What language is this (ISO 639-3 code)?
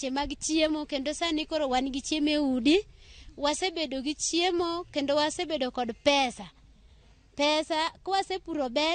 luo